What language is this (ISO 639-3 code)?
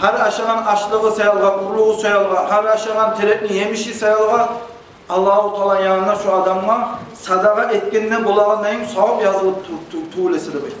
kum